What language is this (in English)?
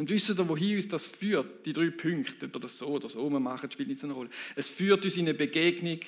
Swiss German